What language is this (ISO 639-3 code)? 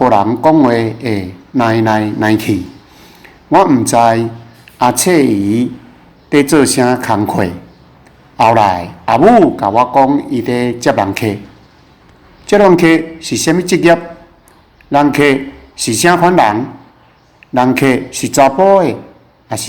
nan